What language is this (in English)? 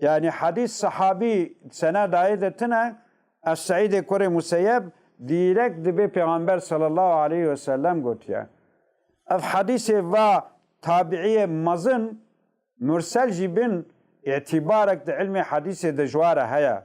Kurdish